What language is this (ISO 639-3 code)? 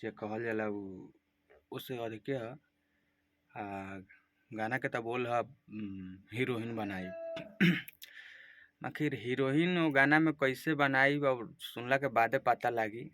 bho